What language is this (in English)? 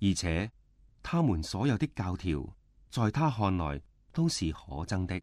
Cantonese